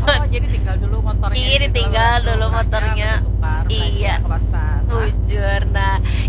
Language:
Banjar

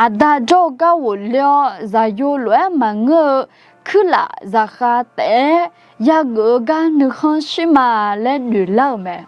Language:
Akha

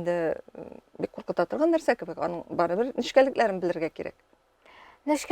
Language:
Tatar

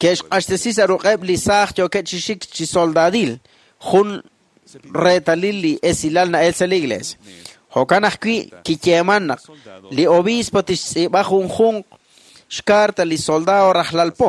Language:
Kekchí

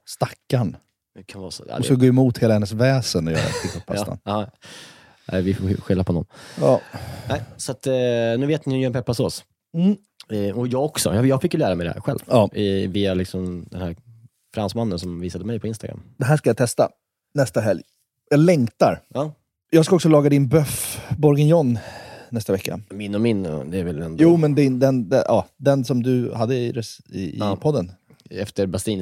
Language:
Swedish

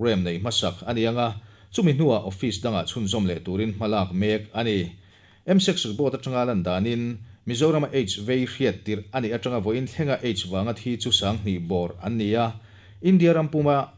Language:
Mizo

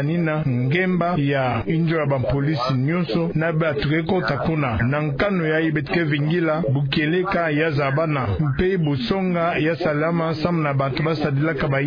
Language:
Kituba (Democratic Republic of Congo)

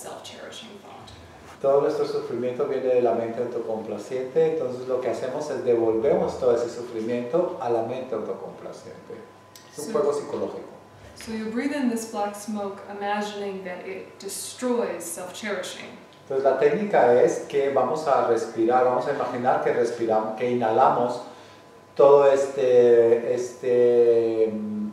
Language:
Spanish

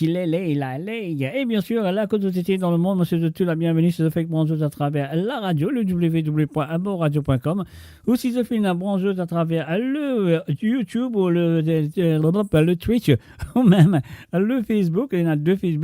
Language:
Morisyen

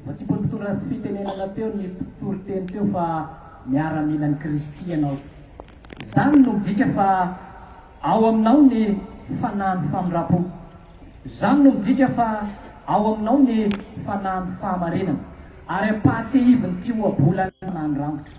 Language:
Malagasy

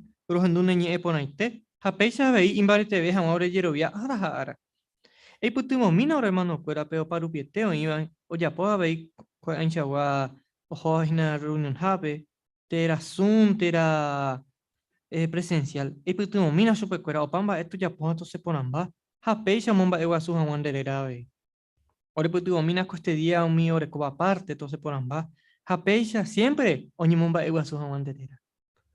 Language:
Guarani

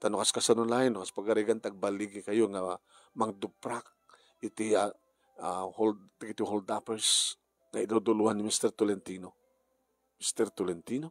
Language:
Iloko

